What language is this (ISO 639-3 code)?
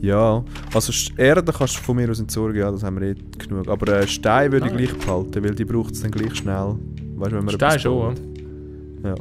gsw